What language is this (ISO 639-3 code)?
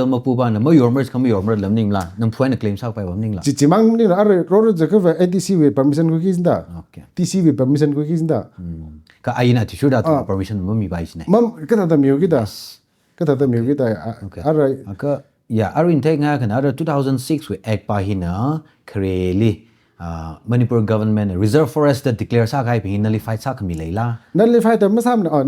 nmf